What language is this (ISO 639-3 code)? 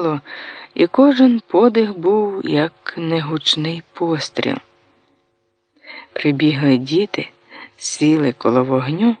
ukr